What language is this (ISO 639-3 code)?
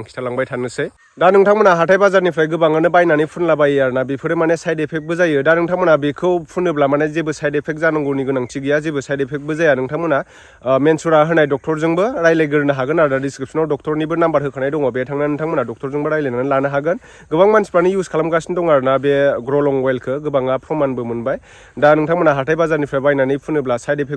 brx